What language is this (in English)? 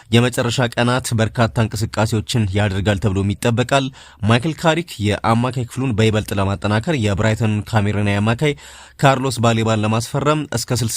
Amharic